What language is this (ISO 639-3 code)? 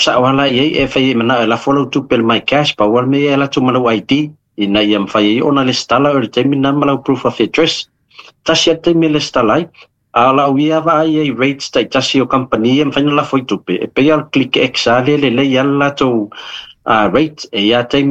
smo